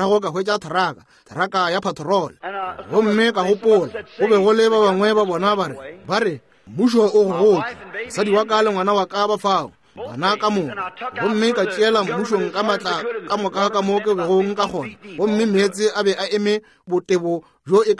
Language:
Northern Sotho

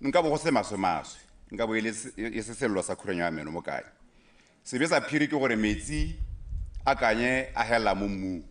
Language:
Tswana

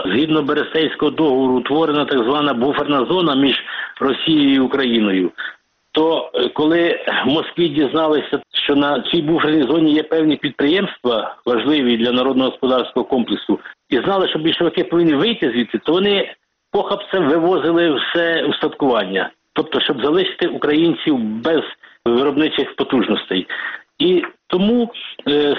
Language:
Ukrainian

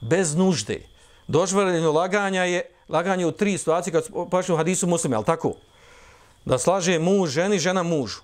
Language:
Bosnian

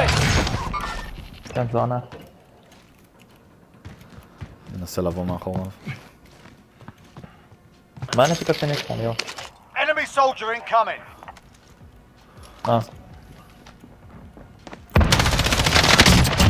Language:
Hebrew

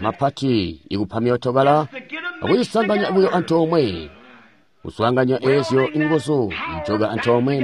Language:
Tonga (Zambia)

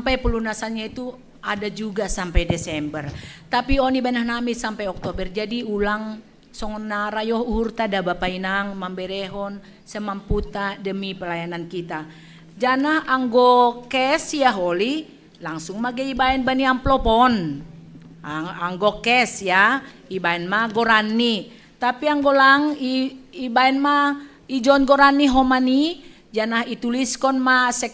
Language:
Batak Simalungun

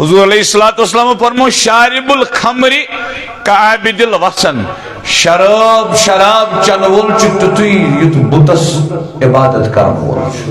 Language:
Kashmiri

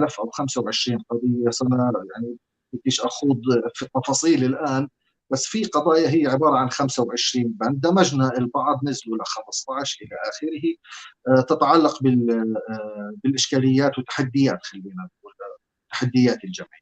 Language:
North Levantine Arabic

